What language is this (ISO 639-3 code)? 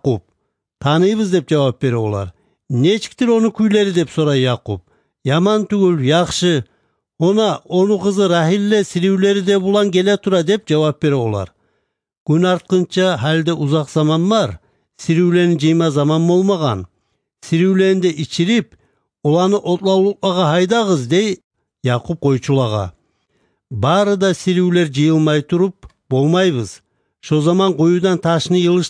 kir